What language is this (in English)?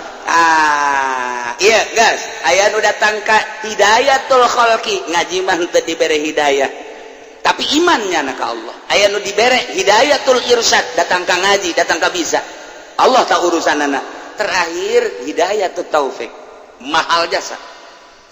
Sundanese